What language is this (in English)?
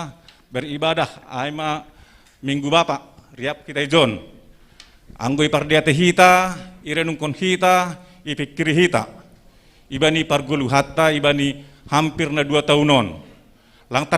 Batak Simalungun